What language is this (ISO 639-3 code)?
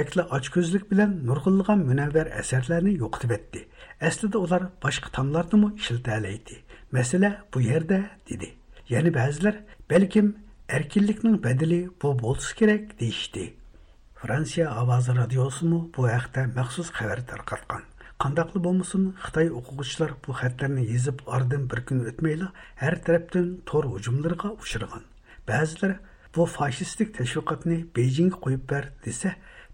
uig